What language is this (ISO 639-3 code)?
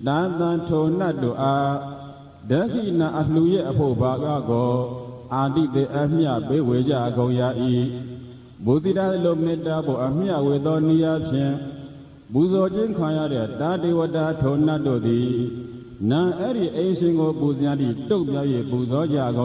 mya